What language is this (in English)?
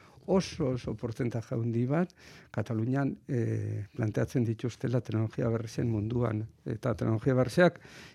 Basque